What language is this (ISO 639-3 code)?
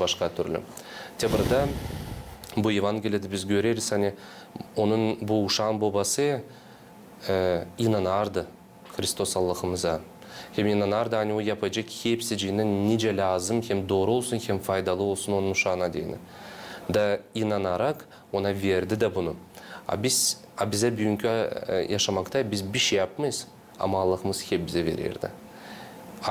gag